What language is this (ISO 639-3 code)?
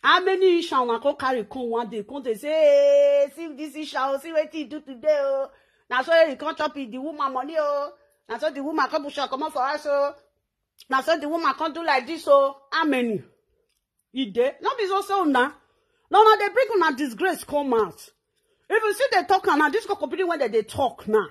pcm